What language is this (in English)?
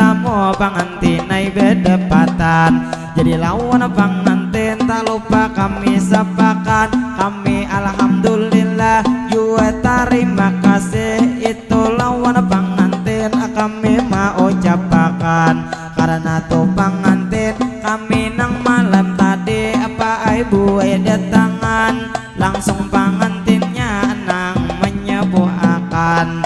Banjar